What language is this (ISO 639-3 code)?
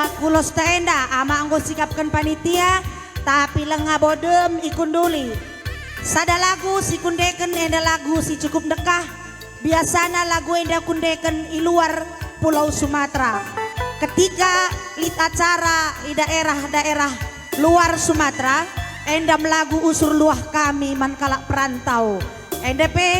btx